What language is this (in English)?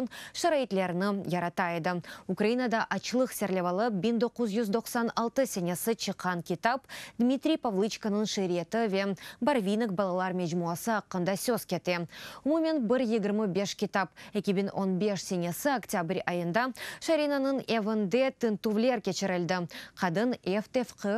Crimean Tatar